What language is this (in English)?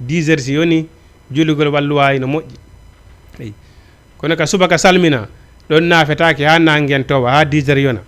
Fula